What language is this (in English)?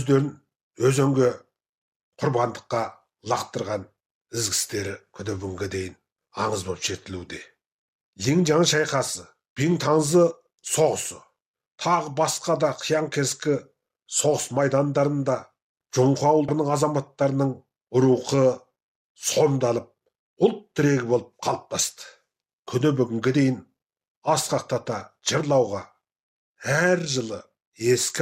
Kazakh